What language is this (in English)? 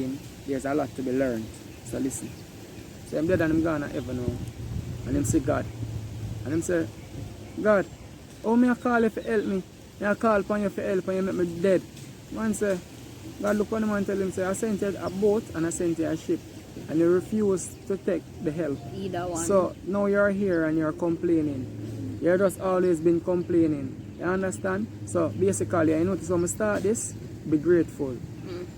Jamaican Creole English